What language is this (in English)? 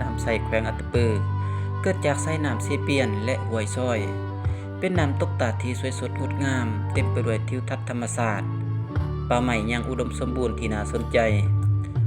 Lao